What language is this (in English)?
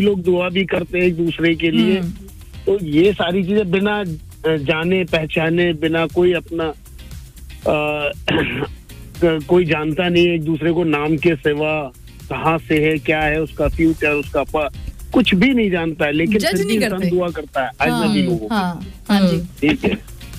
Hindi